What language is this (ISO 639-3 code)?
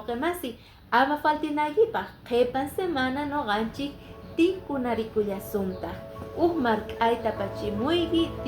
que